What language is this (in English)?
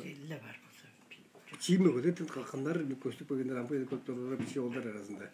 Tuvinian